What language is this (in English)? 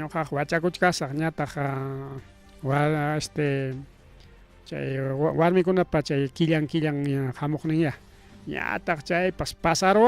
Ayacucho Quechua